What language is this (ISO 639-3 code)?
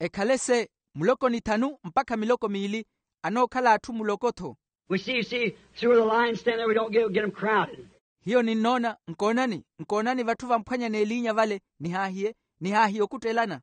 vmw